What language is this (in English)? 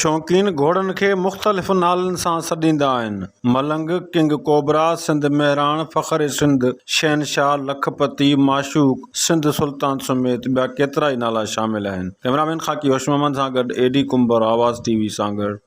Sindhi